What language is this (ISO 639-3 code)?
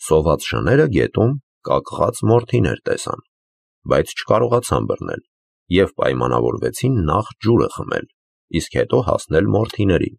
hye